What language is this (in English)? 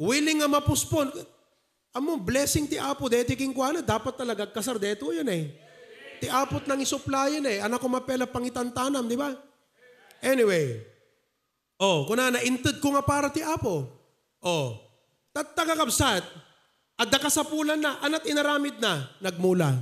Iloko